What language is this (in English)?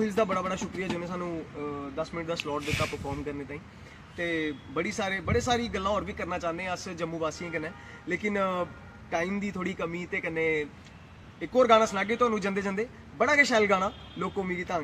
Dogri